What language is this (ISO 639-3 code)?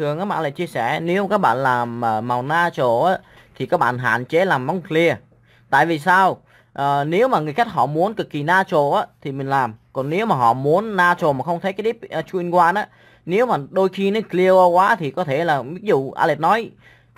vie